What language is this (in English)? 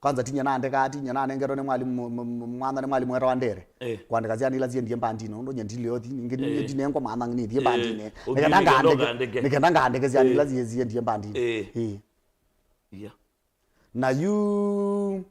Kamba